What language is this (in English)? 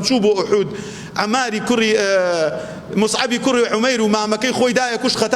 Central Kurdish